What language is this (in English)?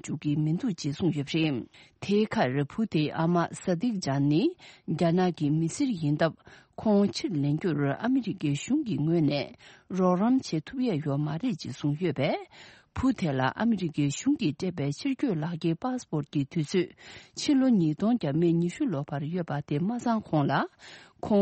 Tibetan